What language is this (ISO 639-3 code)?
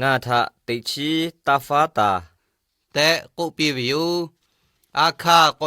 lhu